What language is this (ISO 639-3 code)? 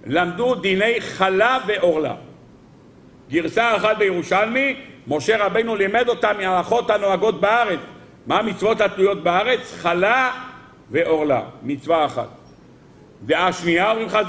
heb